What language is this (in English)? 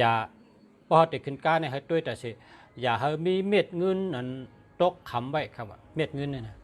Shan